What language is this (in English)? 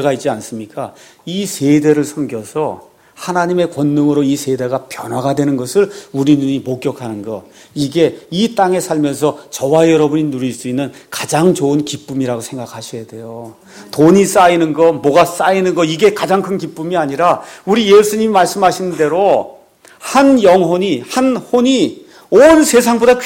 Korean